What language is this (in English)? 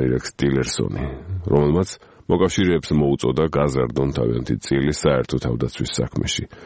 Georgian